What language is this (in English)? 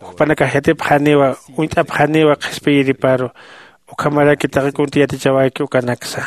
Aymara